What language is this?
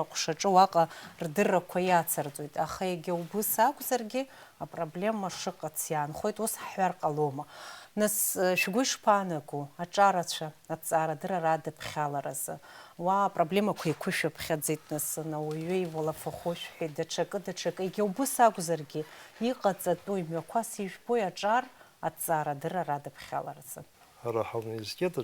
Abkhazian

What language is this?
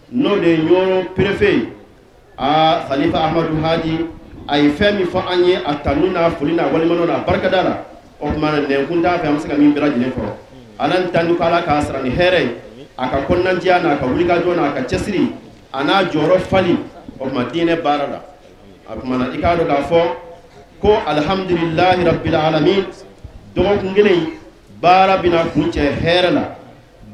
Bambara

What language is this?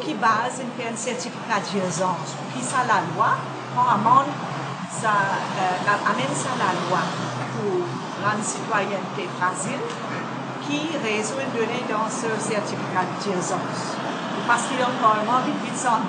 Morisyen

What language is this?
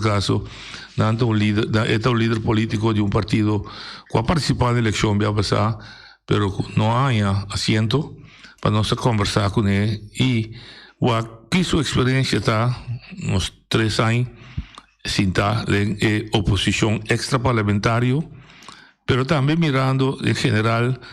Papiamento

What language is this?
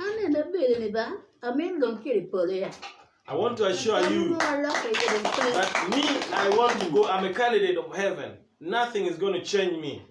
Acoli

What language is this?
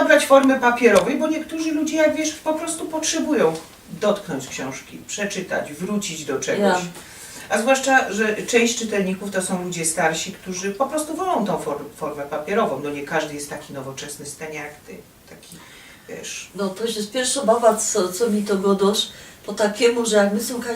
Silesian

